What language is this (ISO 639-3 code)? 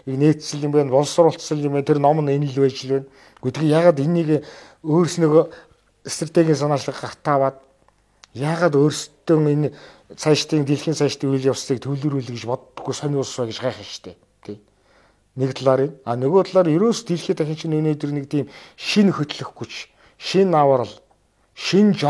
mon